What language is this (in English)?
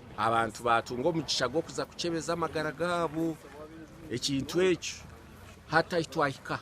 Nyankole